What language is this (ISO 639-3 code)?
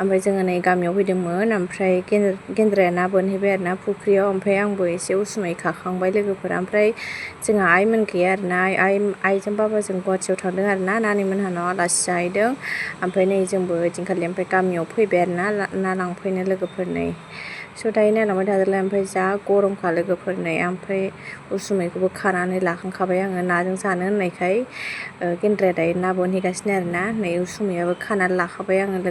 brx